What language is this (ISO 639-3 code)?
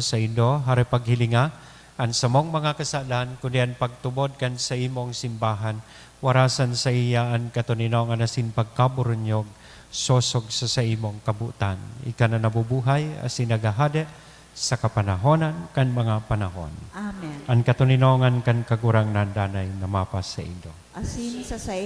bik